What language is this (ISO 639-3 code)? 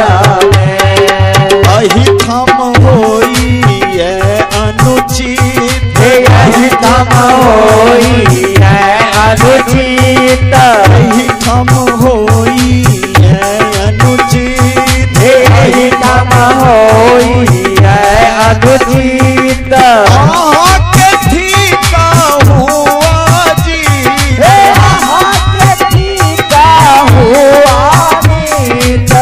mai